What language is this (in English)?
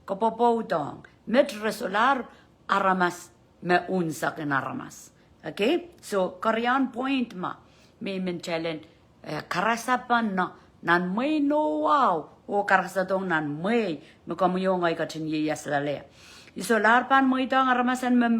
Pohnpeian